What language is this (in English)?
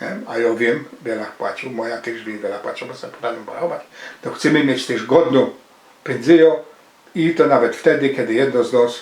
Silesian